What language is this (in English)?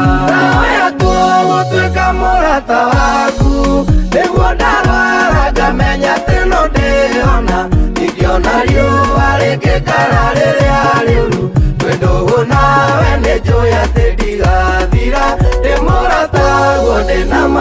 Kikuyu